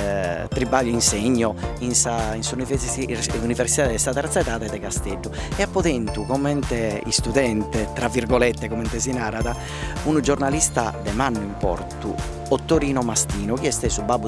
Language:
Sardinian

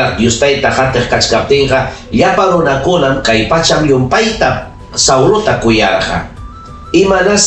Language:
Ayacucho Quechua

